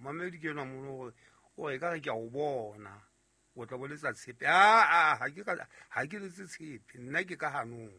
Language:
Southern Sotho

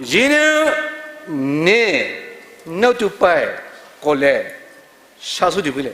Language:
Poumei Naga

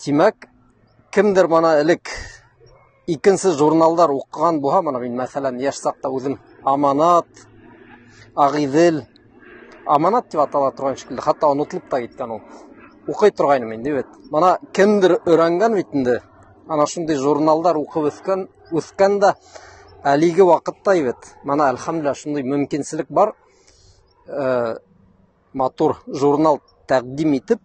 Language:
Bashkir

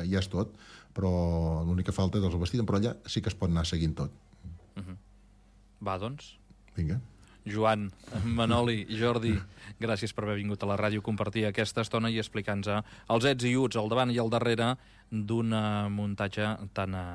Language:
Catalan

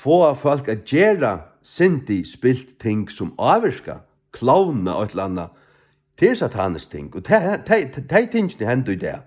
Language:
Faroese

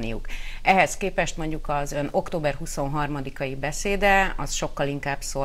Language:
Hungarian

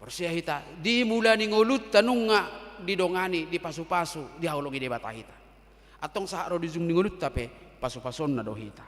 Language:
Batak Toba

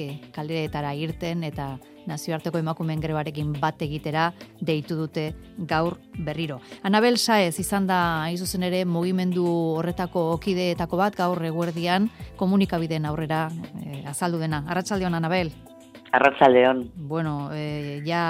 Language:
Basque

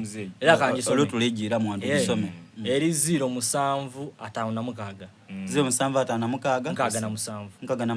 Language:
Soga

